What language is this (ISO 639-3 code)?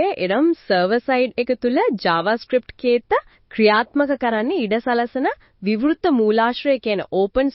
sin